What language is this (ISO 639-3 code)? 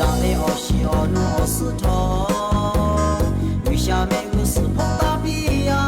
lhu